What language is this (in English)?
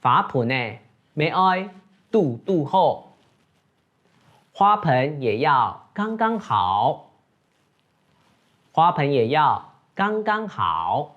Hakka Chinese